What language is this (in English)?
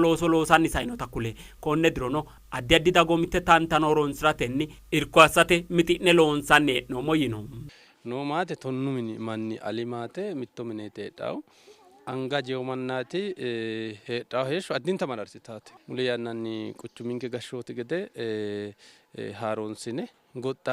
Sidamo